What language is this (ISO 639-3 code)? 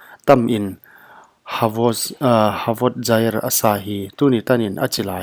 pck